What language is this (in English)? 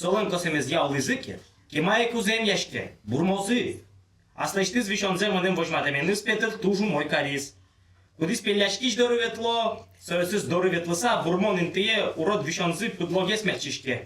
Udmurt